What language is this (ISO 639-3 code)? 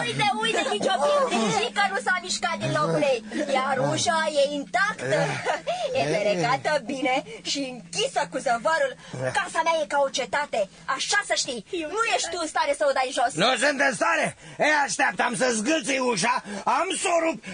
ron